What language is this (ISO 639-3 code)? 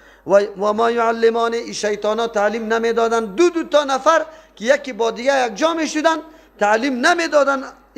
fas